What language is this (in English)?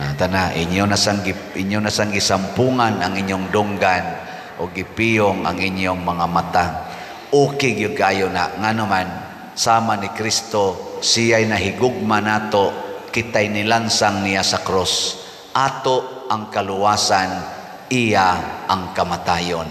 Cebuano